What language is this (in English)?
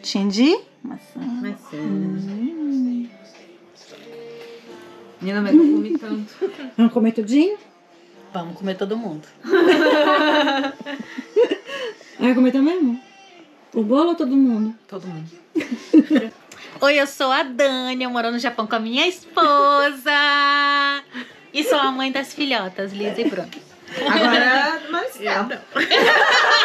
Portuguese